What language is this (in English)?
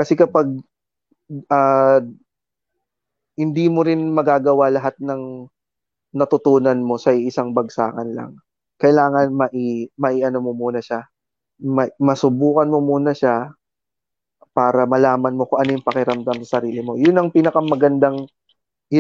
Filipino